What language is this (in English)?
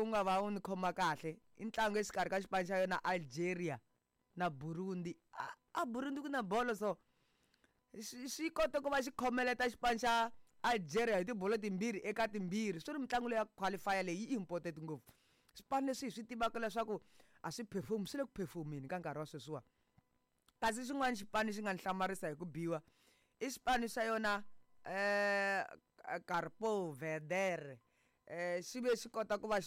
Tsonga